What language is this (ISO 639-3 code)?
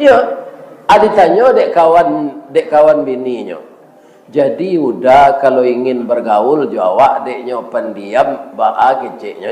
min